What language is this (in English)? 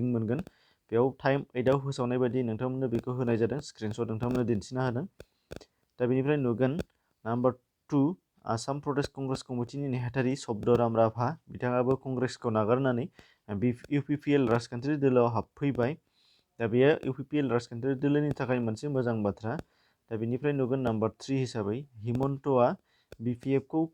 Bodo